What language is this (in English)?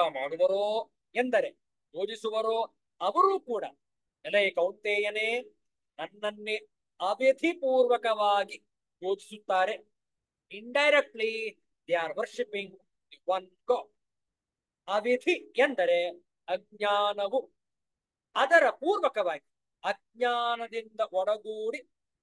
Kannada